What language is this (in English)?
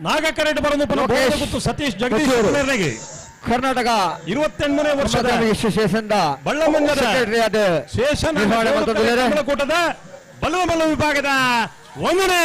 Tulu